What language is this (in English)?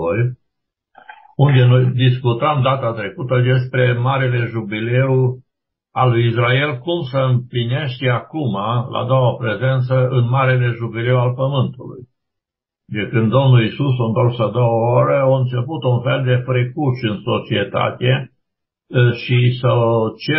Romanian